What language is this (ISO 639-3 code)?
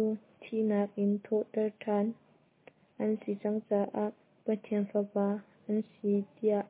cnh